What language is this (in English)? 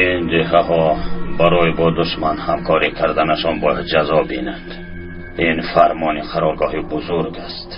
Tajik